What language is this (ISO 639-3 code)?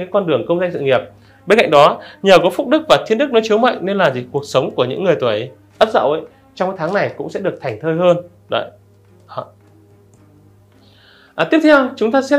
vie